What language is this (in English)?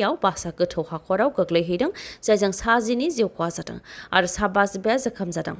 Bodo